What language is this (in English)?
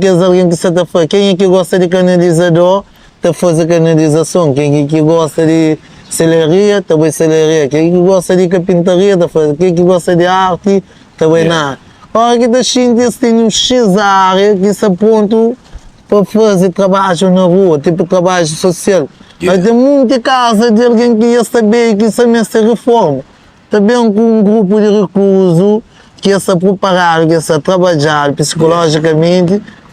Kabuverdianu